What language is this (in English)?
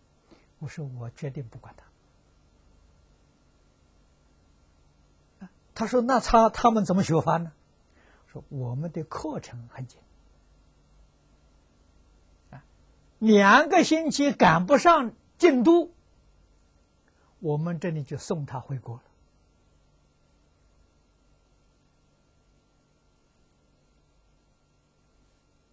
Chinese